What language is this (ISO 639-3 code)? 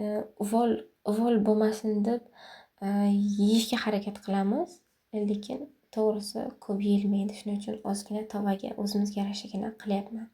uzb